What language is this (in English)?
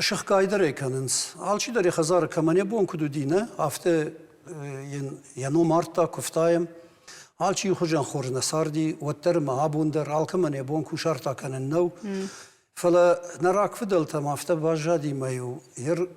Ossetic